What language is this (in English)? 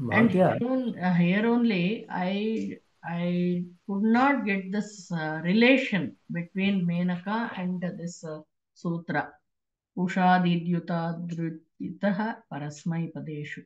Sanskrit